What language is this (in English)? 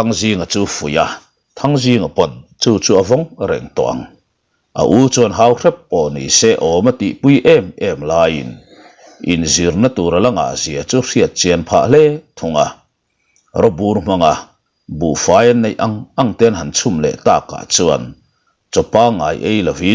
Mizo